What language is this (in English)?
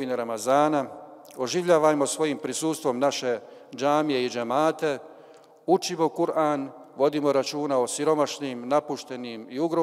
Bosnian